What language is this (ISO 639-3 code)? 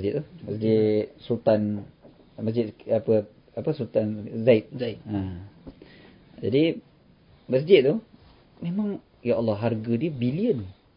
msa